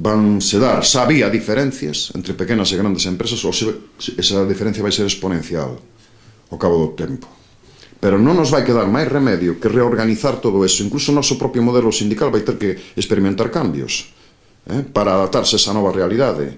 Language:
Galician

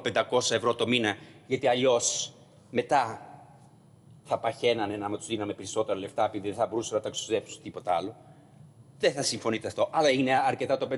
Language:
Greek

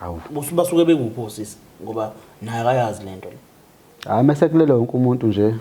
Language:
Zulu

